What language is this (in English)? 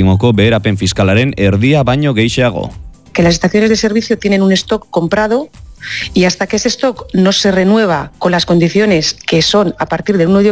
Basque